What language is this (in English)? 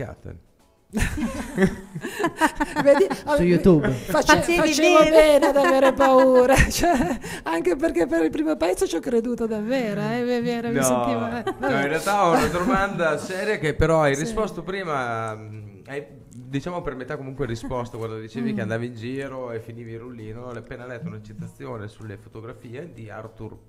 Italian